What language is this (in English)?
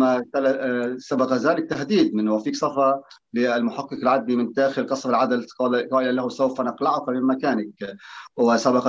Arabic